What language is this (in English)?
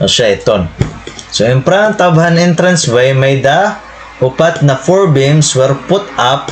Waray